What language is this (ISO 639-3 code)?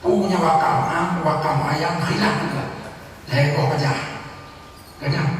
ace